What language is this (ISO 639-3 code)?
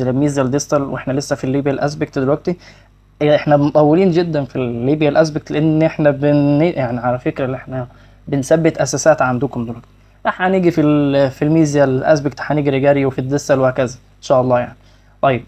arz